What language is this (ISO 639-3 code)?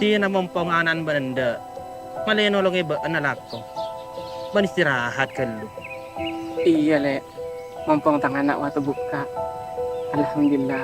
mad